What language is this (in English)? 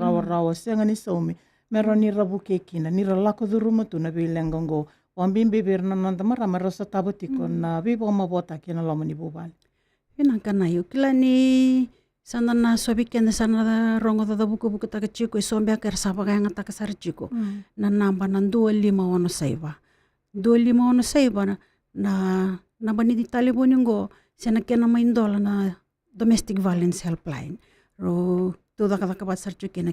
Fijian